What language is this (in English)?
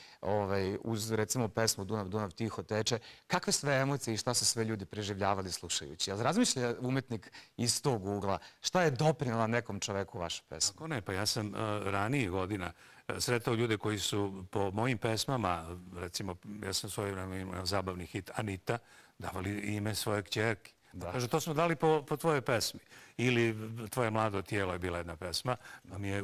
Serbian